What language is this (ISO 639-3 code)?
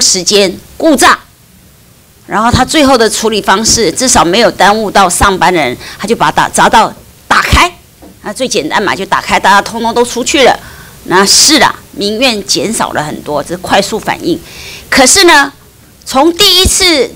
zho